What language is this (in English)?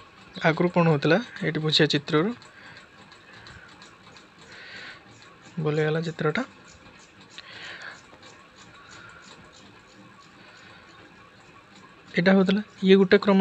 Odia